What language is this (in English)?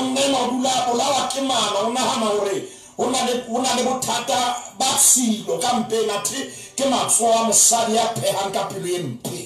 Southern Sotho